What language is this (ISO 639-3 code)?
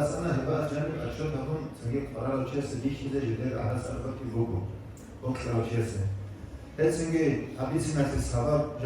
ava